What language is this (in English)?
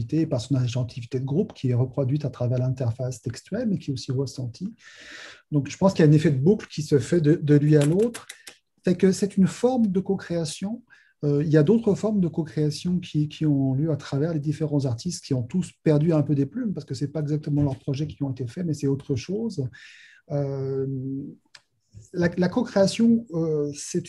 French